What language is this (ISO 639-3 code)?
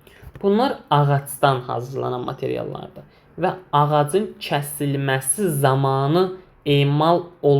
aze